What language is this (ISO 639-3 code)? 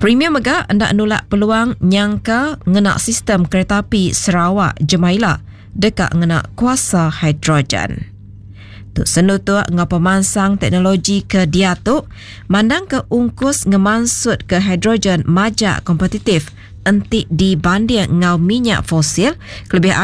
iba